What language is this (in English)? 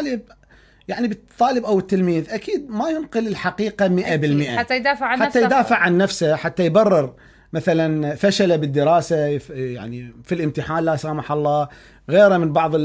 Mesopotamian Arabic